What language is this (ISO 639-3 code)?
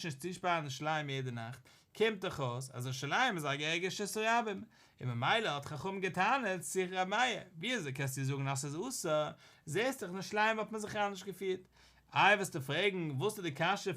yid